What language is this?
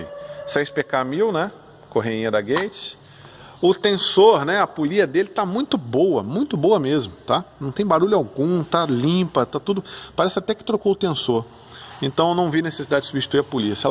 Portuguese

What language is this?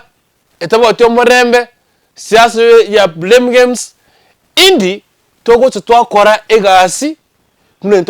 Gusii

